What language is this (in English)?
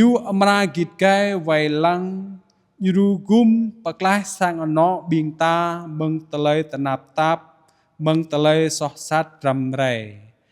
Jarai